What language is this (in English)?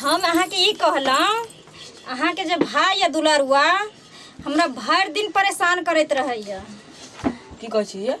Maithili